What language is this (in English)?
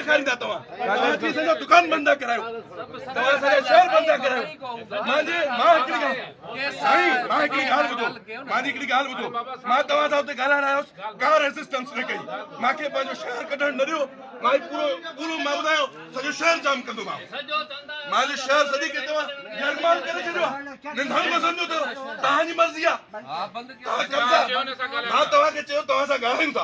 Sindhi